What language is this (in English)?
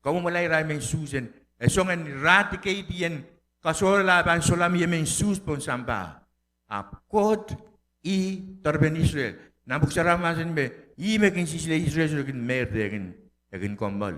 Pohnpeian